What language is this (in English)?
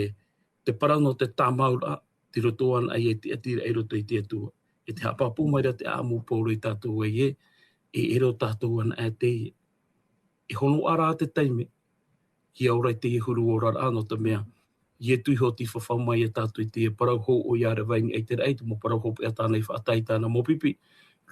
Tahitian